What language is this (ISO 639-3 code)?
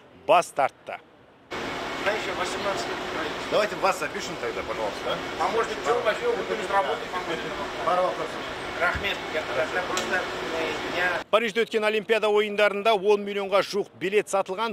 kaz